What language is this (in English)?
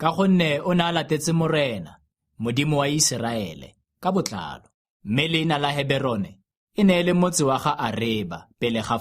Tswana